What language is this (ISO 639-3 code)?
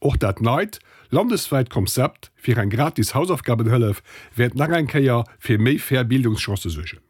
ltz